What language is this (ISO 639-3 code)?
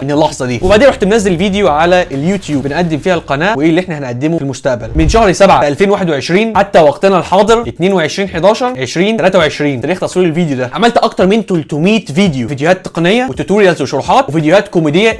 arz